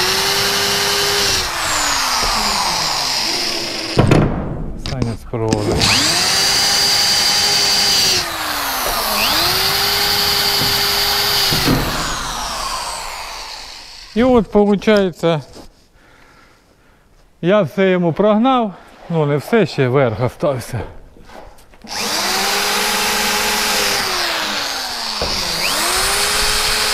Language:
Ukrainian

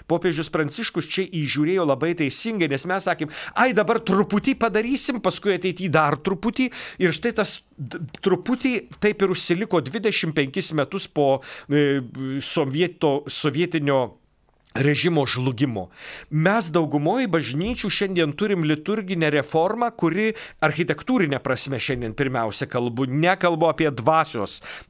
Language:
Lithuanian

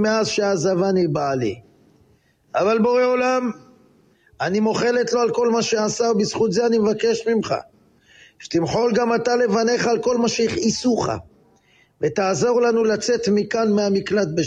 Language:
Hebrew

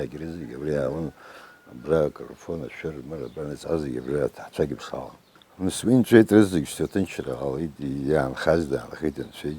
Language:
Abkhazian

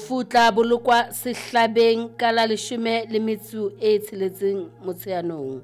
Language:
Southern Sotho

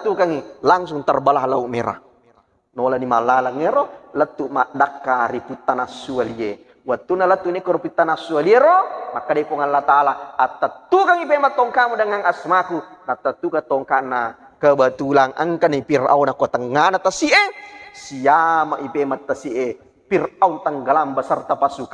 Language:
Buginese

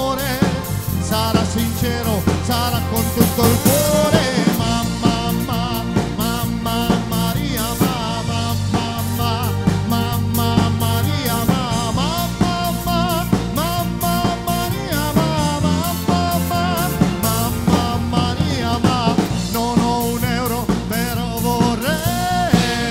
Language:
Italian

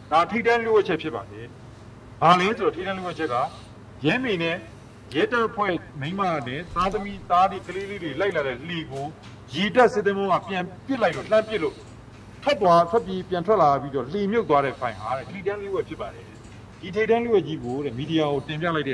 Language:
Burmese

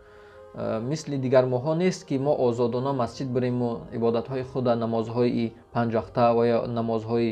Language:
Tajik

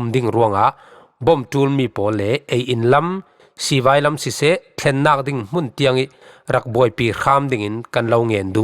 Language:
Falam Chin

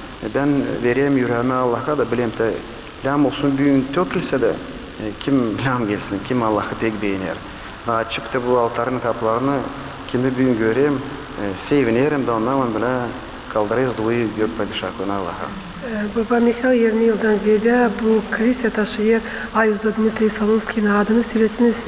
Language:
Gagauz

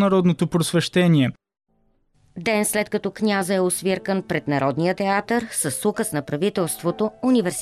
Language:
Bulgarian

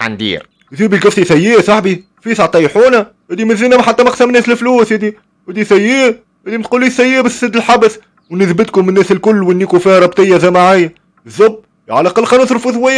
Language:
Tunisian Arabic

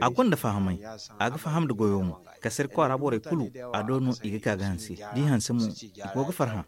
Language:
Zarma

